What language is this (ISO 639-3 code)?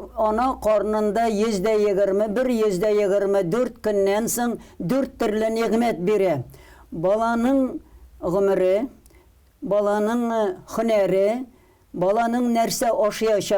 tat